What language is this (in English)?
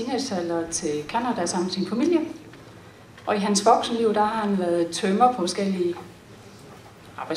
Danish